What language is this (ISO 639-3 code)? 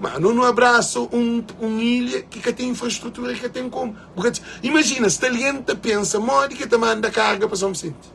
kea